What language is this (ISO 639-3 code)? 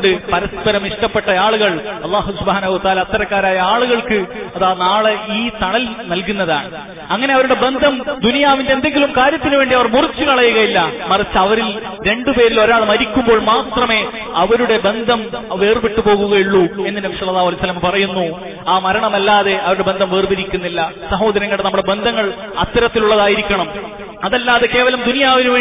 mal